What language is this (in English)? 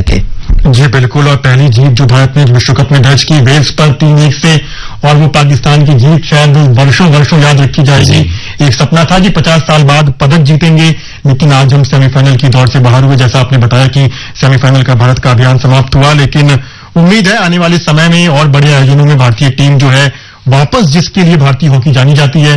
Hindi